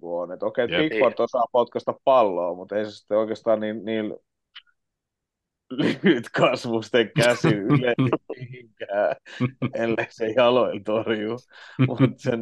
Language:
Finnish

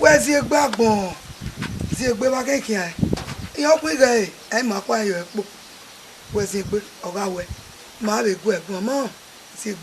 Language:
Bini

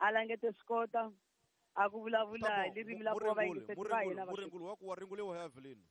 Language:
Tsonga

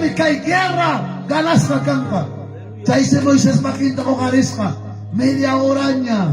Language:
Ayacucho Quechua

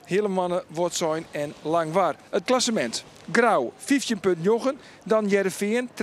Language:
Western Frisian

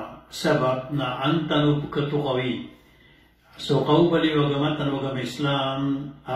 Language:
Maranao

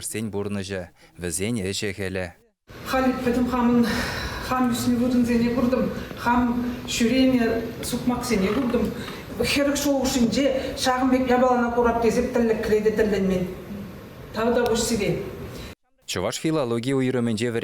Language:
Chuvash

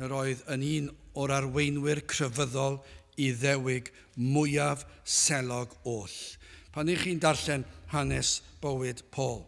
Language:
Welsh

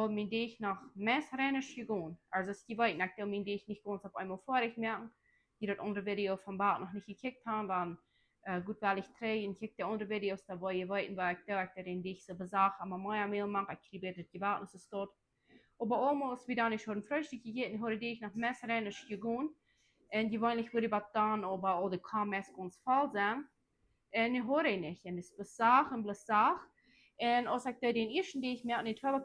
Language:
Plautdietsch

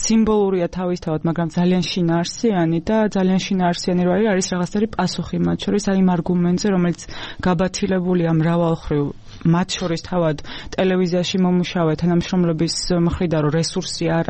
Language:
Georgian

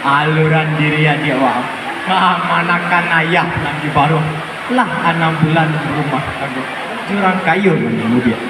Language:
Minangkabau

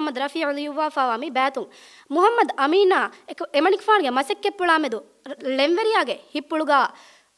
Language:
Divehi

